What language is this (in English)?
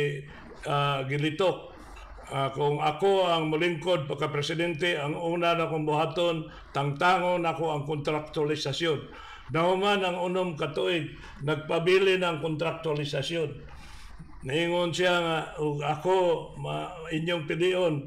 Cebuano